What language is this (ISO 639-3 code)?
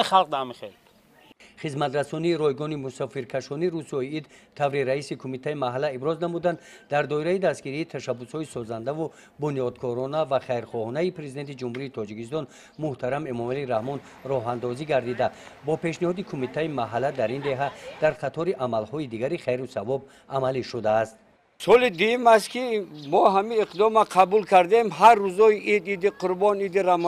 tgk